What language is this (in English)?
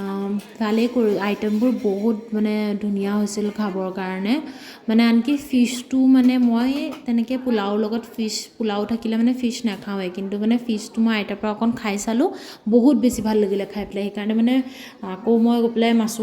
Assamese